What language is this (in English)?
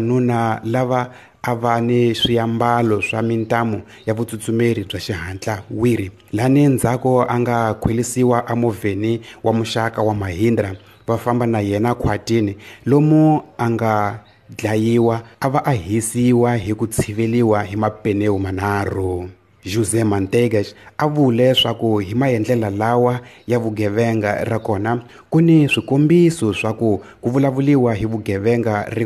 Tsonga